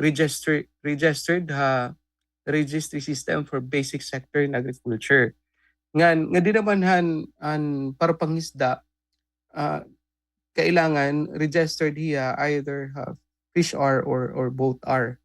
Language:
Waray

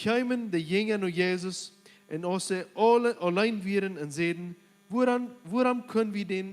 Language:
Plautdietsch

